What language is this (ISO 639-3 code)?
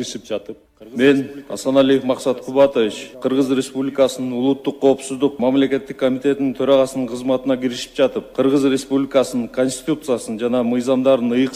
kir